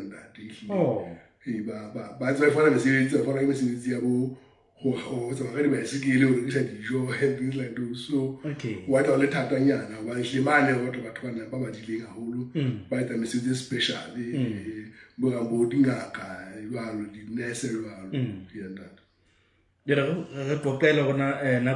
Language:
Southern Sotho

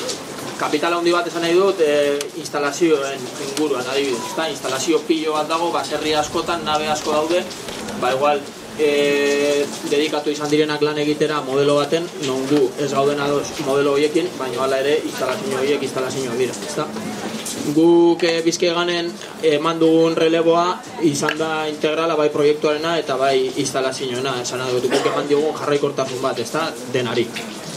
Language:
Basque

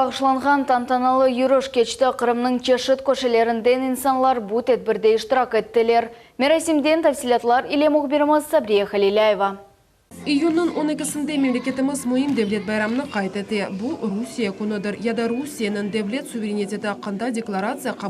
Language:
Crimean Tatar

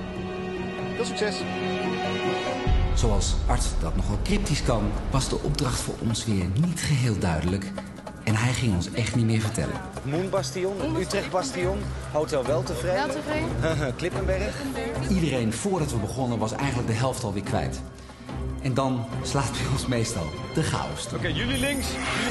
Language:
Dutch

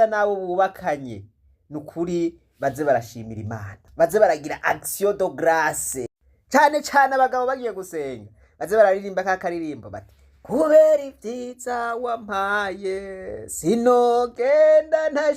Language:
Rundi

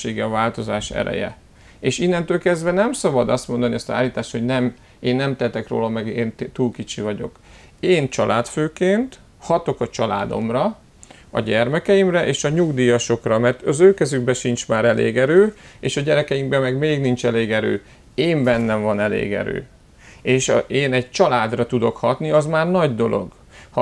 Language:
Hungarian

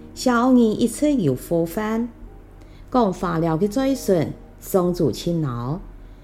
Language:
Hakka Chinese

